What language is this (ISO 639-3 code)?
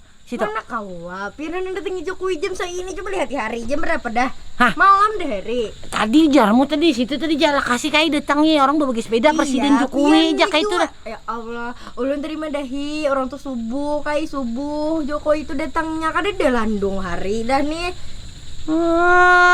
bjn